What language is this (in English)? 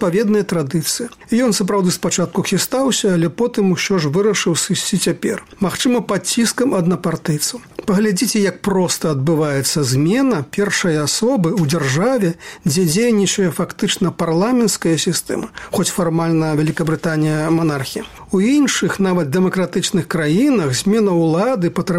Belarusian